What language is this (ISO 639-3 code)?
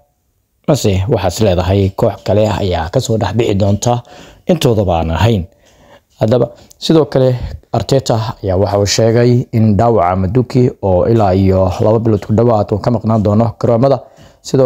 som